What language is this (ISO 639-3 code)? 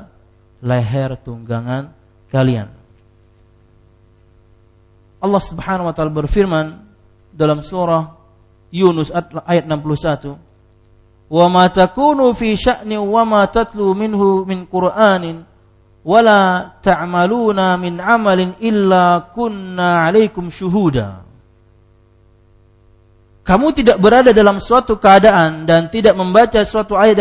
ind